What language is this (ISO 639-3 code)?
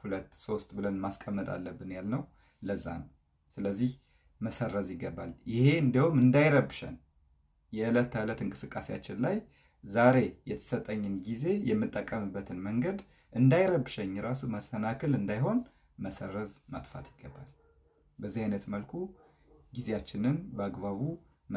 amh